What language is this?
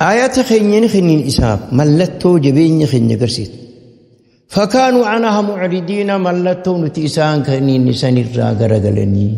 Oromo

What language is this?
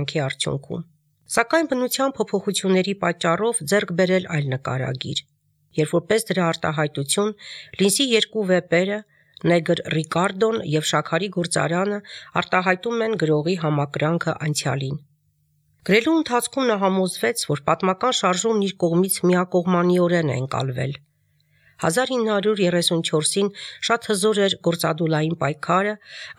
Armenian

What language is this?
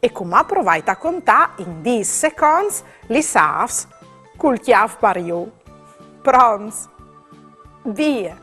Friulian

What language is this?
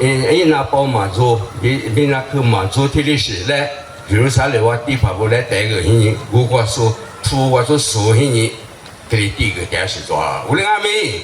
Lisu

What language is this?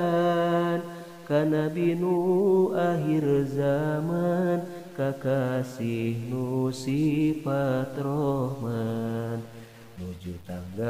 Sundanese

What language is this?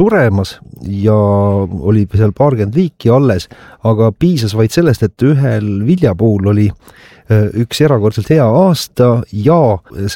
Estonian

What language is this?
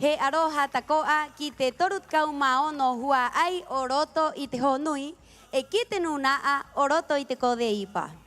Rapanui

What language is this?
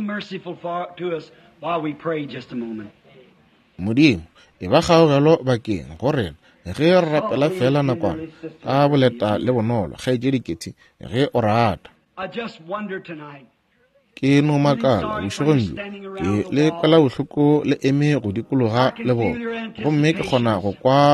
Northern Sotho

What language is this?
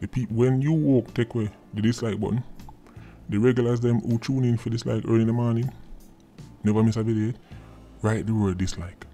Jamaican Creole English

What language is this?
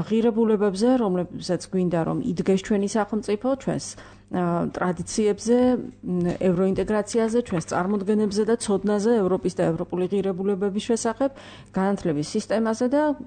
Georgian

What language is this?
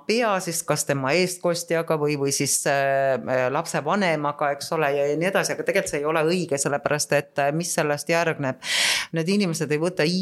Estonian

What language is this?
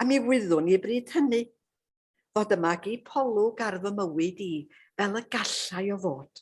Welsh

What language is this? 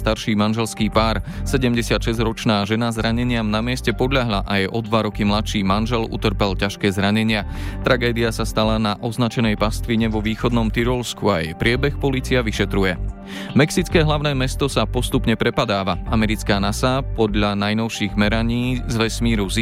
Slovak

